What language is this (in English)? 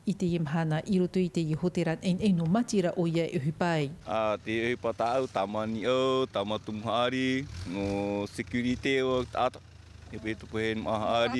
Tahitian